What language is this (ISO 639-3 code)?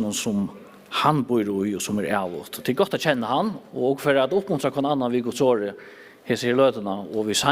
fao